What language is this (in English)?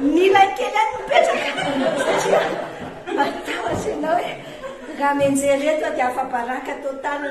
Malagasy